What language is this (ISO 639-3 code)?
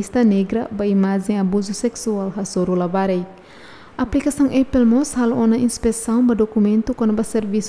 tet